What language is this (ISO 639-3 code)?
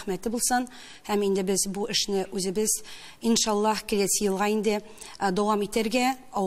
tat